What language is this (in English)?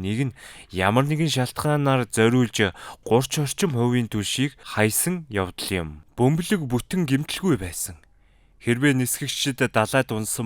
Mongolian